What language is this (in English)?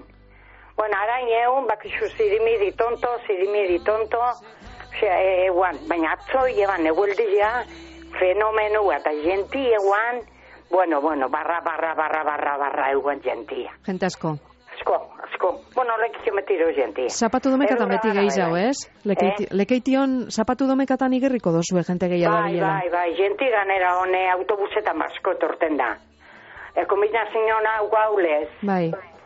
Basque